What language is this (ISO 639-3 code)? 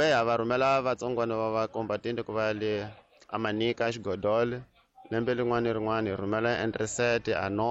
tso